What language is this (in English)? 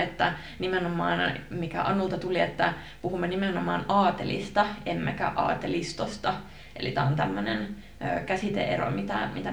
Finnish